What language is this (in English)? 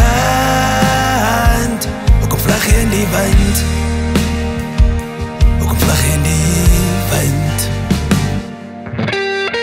Afrikaans